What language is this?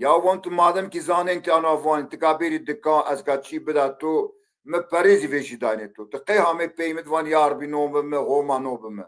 Zaza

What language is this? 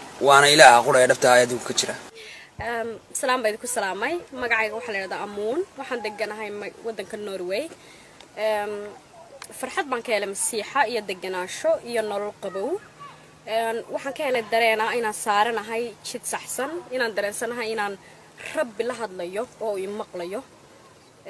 Somali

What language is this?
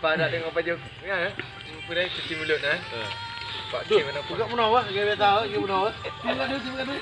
Achinese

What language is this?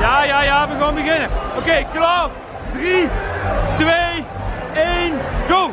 Limburgish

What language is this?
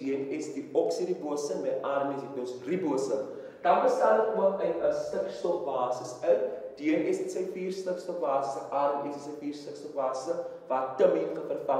Afrikaans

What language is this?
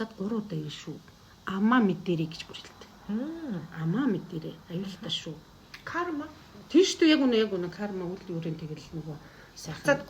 Mongolian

